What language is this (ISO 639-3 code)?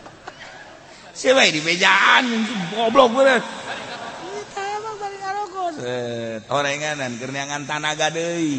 sun